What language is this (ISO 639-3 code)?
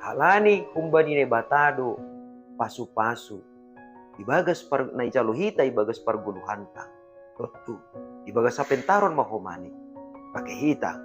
bts